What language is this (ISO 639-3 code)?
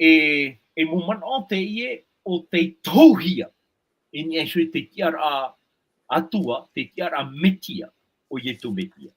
tah